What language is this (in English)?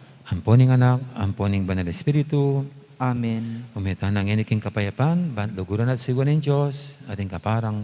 Pampanga